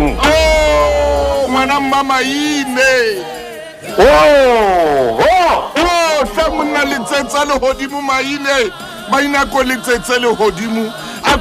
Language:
Southern Sotho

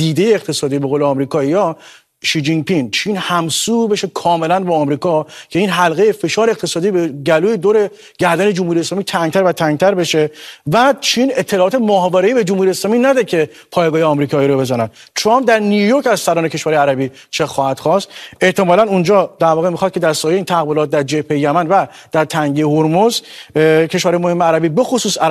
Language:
Persian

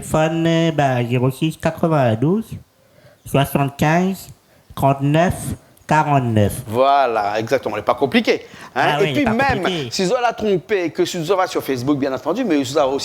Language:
Réunion Creole French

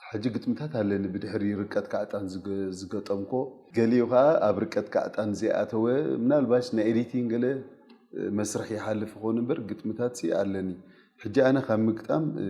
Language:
Tigrinya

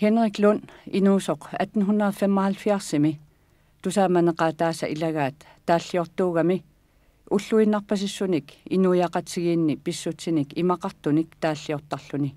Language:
Kalaallisut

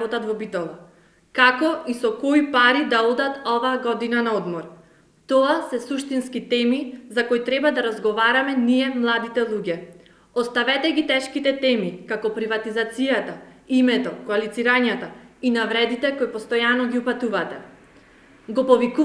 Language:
Macedonian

